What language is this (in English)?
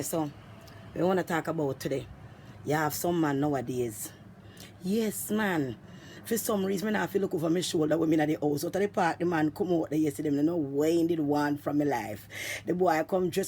Jamaican Creole English